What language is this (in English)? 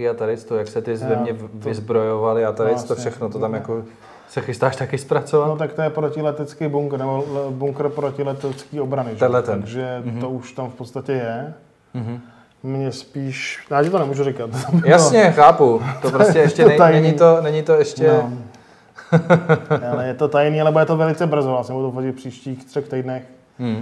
Czech